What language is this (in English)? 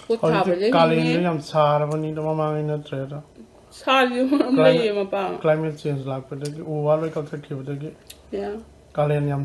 Manipuri